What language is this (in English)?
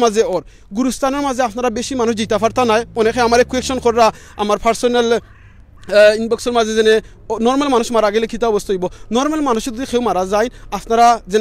Sylheti